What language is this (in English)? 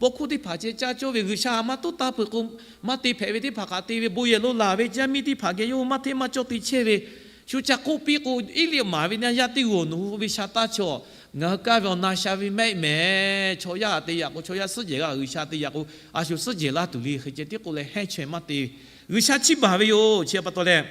Lahu